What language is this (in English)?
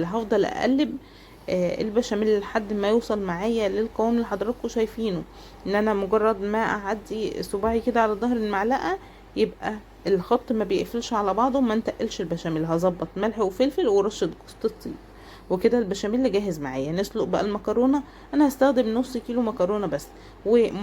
Egyptian Arabic